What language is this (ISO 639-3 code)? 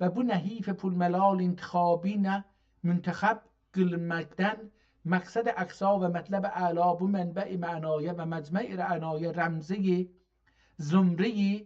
azb